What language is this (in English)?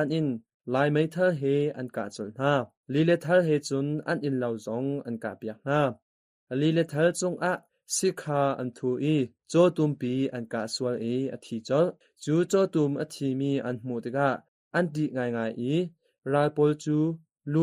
Hakha Chin